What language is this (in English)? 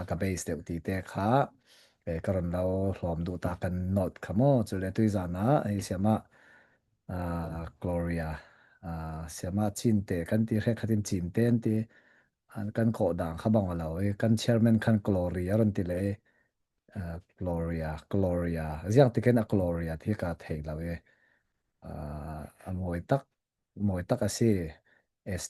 Falam Chin